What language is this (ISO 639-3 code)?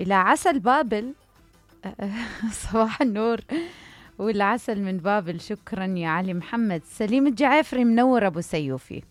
acm